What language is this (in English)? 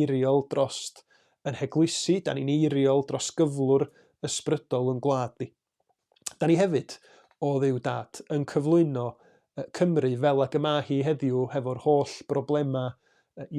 Welsh